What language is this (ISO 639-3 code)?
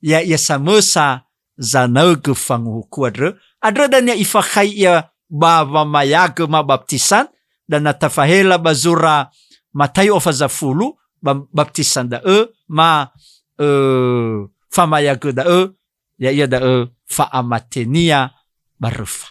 nia